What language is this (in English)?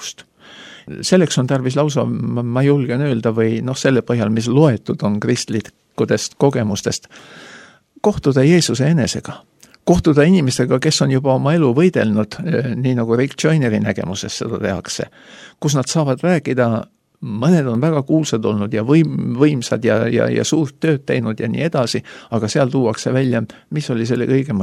Estonian